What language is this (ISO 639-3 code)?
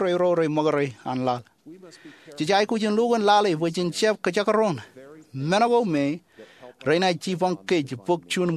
mah